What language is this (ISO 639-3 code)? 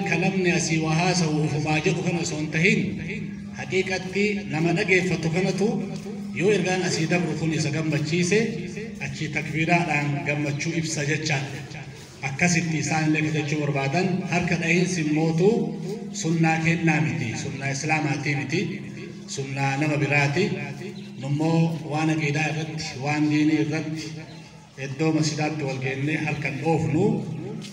orm